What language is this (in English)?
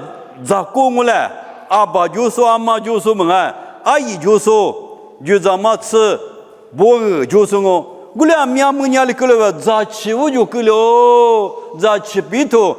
Lisu